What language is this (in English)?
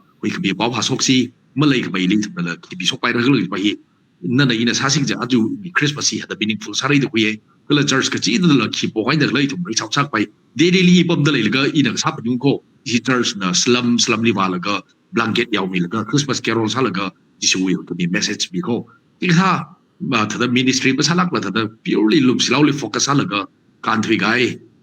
Tangkhul Naga (India)